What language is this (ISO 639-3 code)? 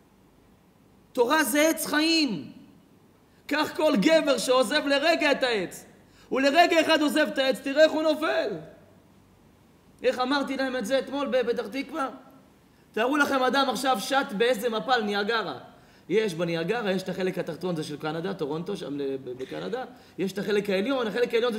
heb